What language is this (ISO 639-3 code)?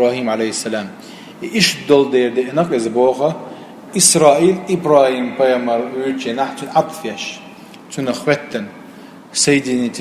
che